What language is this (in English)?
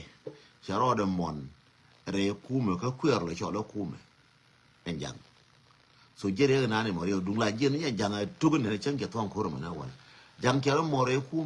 Nuer